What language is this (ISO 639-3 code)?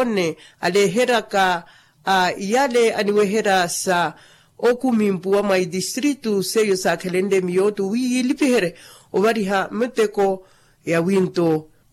vmw